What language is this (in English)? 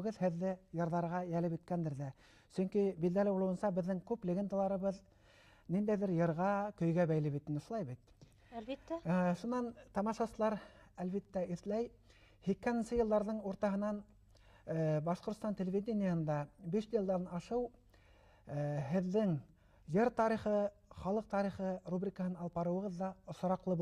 Bashkir